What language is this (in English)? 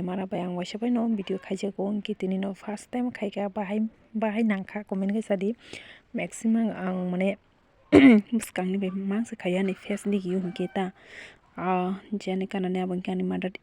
Kok Borok